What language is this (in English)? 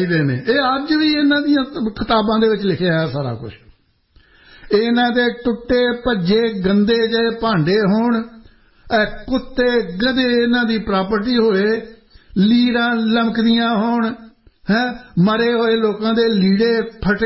Punjabi